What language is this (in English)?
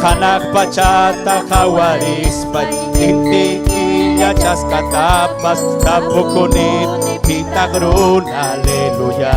Ayacucho Quechua